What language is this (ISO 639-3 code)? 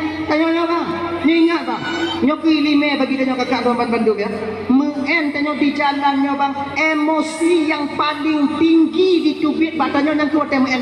ace